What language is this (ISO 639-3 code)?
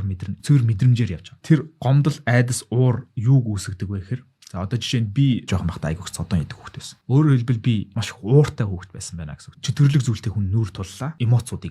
mon